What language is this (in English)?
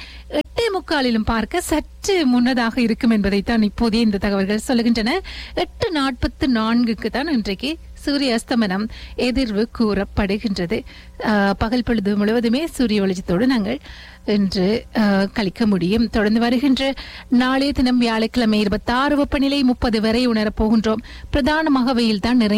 Tamil